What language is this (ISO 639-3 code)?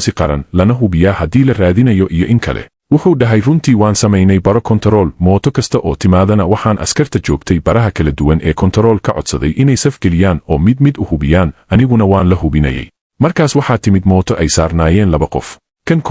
som